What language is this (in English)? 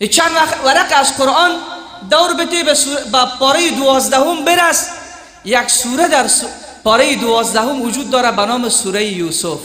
Persian